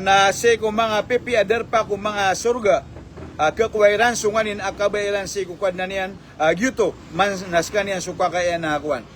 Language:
Maranao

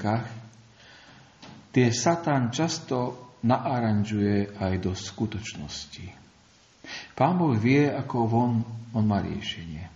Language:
Slovak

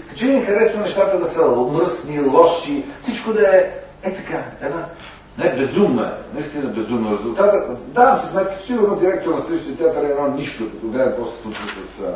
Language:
Bulgarian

